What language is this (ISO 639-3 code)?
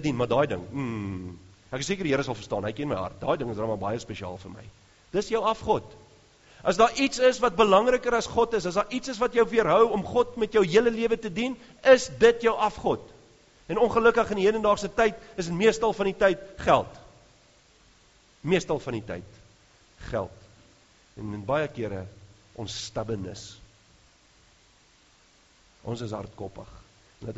afr